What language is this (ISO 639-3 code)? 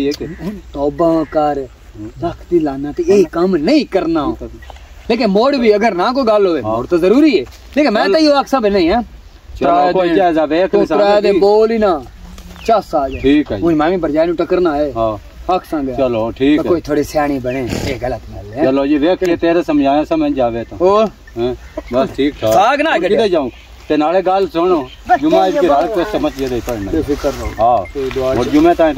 pan